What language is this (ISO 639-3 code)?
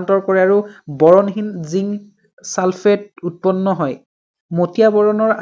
asm